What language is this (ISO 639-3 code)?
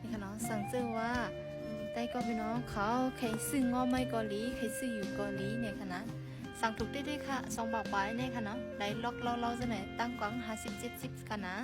shn